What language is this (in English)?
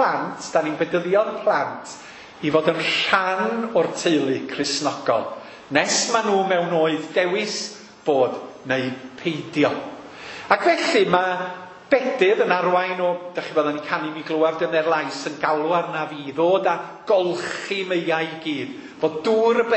Welsh